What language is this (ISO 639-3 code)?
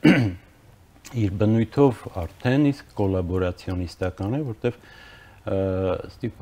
hye